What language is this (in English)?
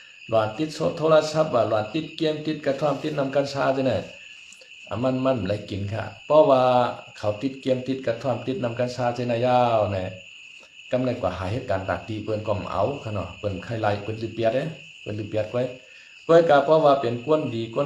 Shan